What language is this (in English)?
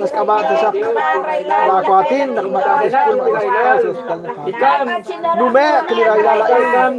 Kekchí